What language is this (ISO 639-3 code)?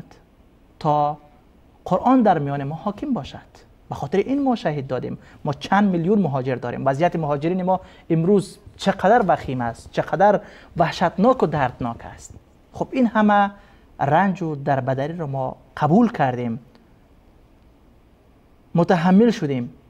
fas